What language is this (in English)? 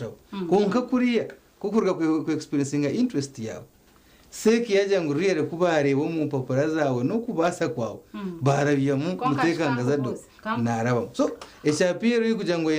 Nyankole